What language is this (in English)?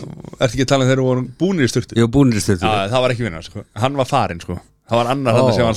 Icelandic